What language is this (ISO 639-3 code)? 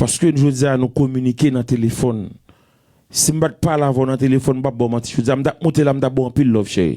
hat